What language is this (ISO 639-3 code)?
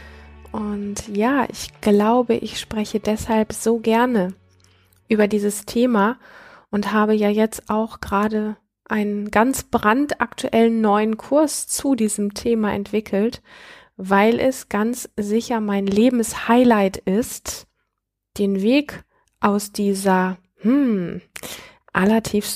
deu